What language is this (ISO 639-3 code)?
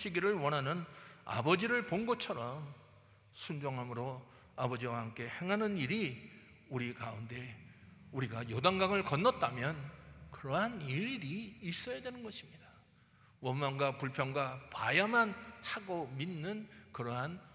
kor